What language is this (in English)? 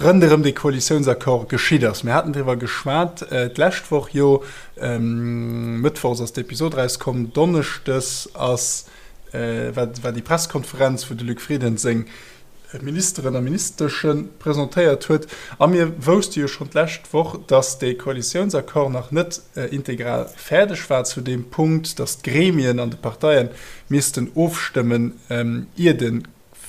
Luxembourgish